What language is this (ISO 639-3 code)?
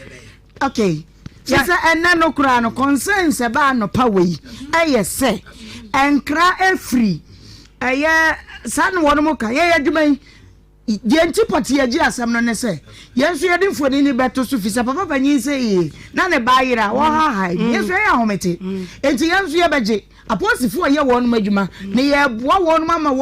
aka